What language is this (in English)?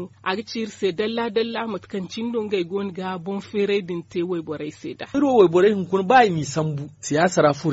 Zarma